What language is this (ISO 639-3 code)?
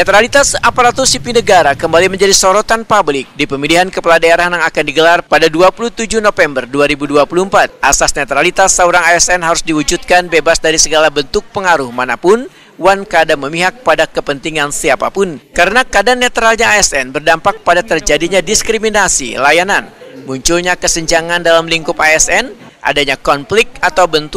bjn